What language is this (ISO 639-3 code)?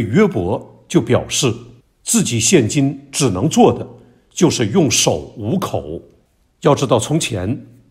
zho